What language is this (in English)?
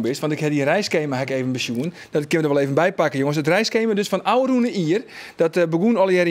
Western Frisian